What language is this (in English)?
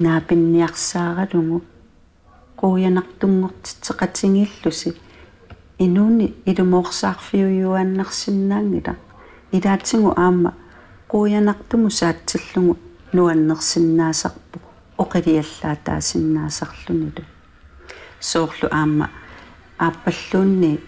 Kalaallisut